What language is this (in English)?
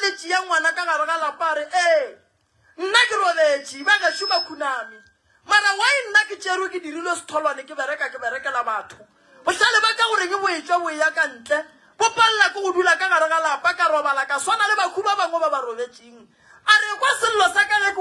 Northern Sotho